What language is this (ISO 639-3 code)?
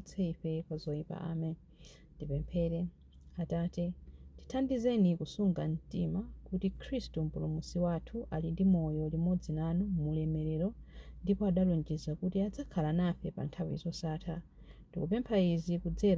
nya